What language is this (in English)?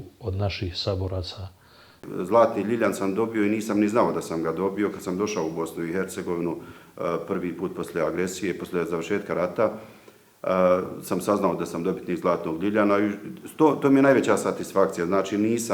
Bosnian